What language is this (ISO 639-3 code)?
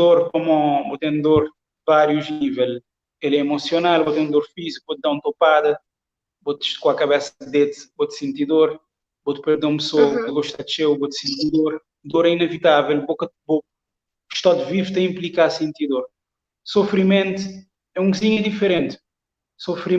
kea